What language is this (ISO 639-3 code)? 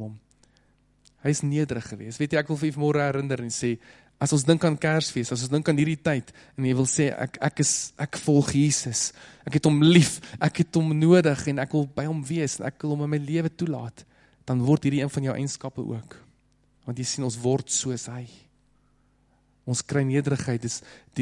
afr